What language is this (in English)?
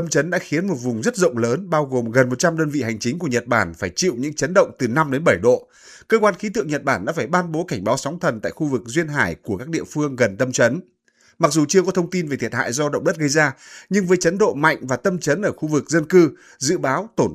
Vietnamese